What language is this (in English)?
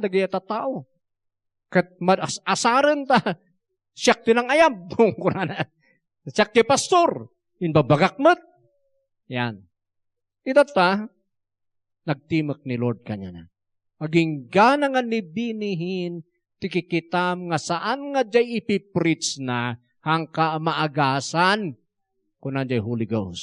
Iloko